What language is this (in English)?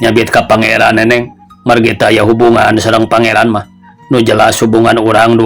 Sundanese